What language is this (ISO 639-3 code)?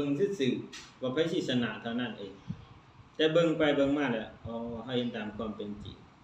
lao